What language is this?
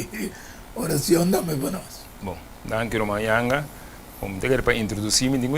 Papiamento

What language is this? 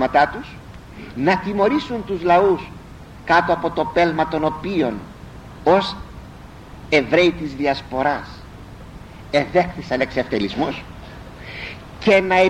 Greek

